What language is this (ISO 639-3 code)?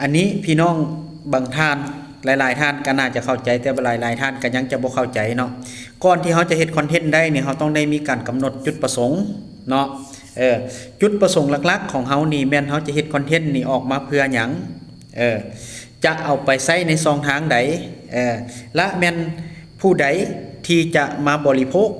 lao